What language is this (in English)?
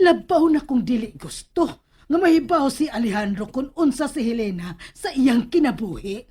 Cebuano